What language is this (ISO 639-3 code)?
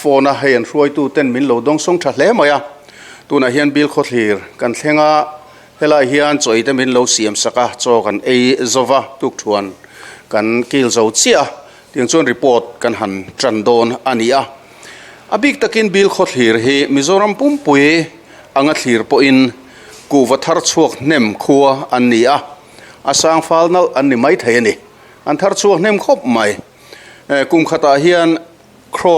lus